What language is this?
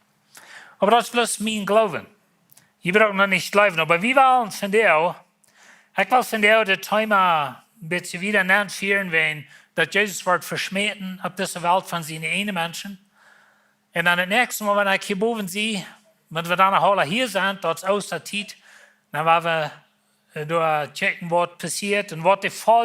Plautdietsch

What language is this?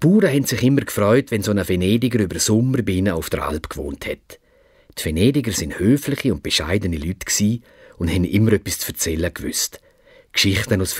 Swiss German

